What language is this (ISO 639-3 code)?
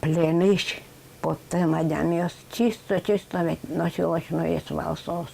udm